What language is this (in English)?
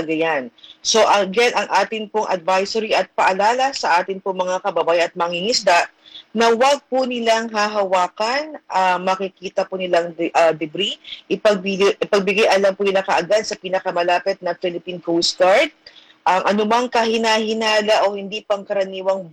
Filipino